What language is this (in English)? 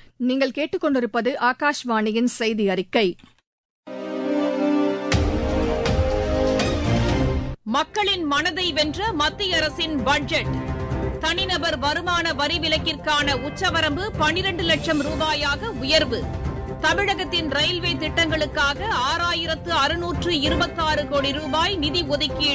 Tamil